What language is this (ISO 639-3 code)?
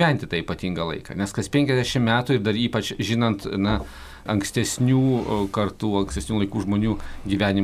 lit